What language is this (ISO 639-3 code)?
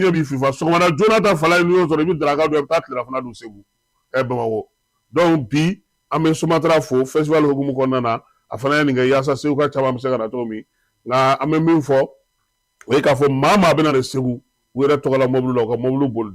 bam